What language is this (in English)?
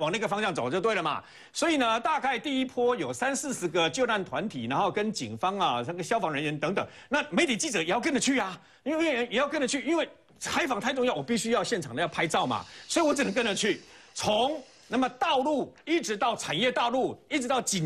Chinese